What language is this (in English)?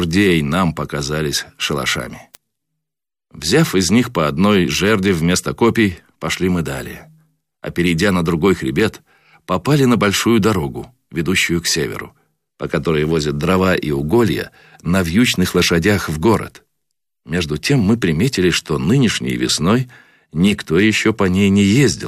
Russian